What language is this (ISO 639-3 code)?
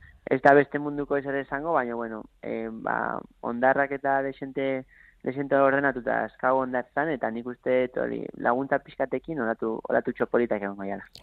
eus